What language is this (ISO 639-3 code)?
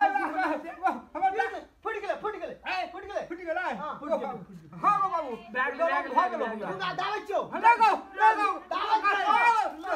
mai